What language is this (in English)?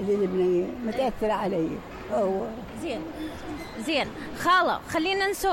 Mesopotamian Arabic